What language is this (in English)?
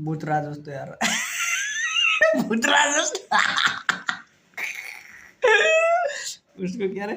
Nepali